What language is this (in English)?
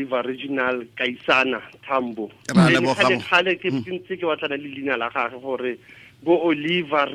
Tswana